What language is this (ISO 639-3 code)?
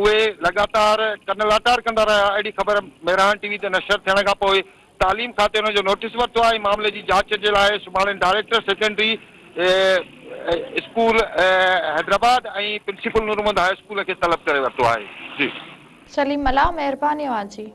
snd